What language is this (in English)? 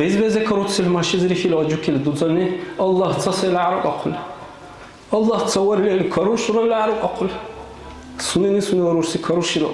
Dargwa